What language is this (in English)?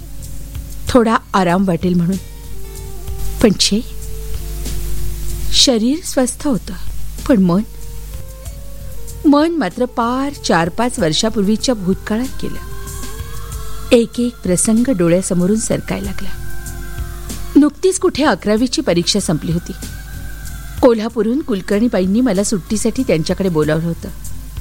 Marathi